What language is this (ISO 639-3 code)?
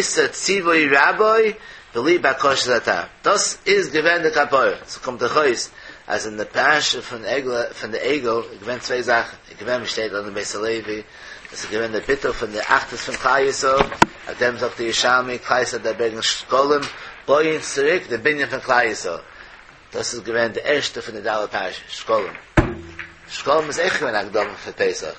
yid